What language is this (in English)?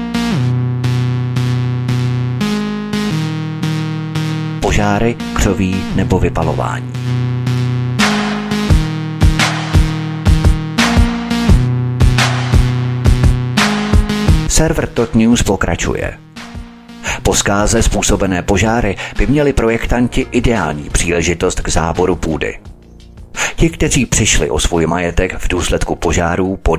Czech